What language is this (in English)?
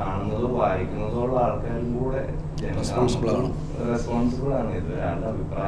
Malayalam